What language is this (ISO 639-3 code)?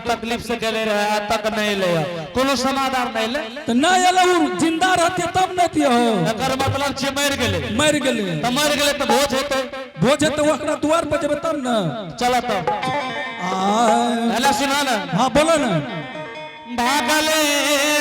anp